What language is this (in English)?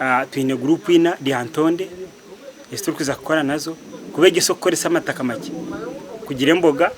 Nyankole